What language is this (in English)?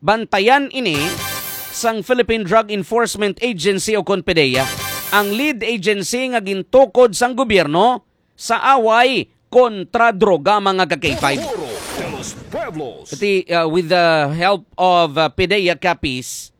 Hiligaynon